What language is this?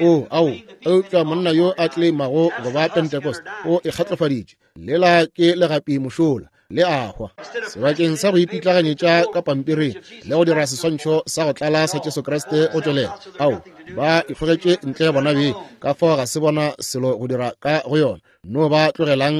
Northern Sotho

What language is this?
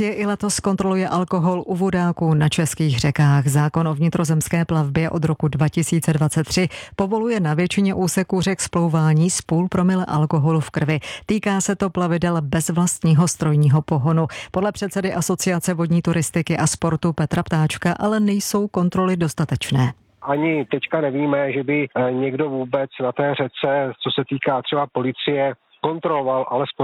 Czech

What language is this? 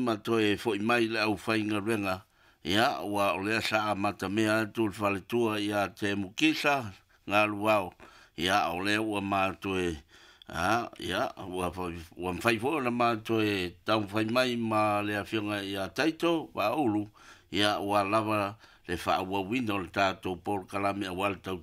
Samoan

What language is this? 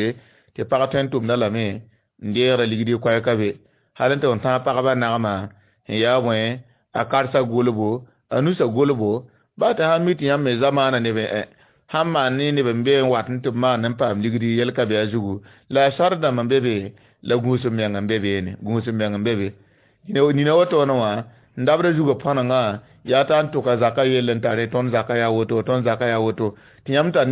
Mossi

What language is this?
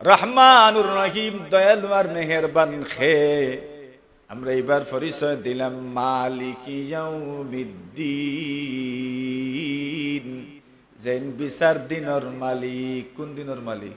Sylheti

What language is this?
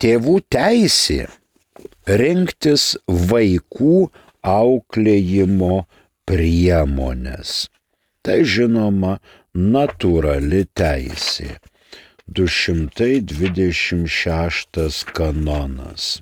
Lithuanian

